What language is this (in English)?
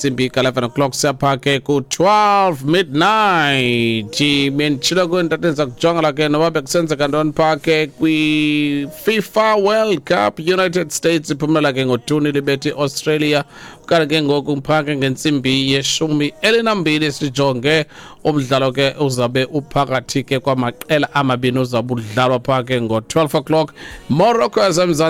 Xhosa